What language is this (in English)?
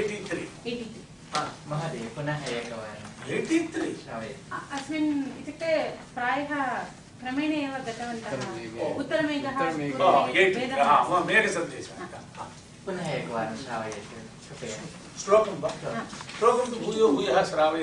Sanskrit